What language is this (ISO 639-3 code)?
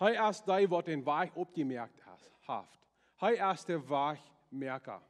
pdt